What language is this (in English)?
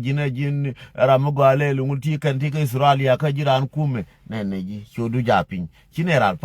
Nuer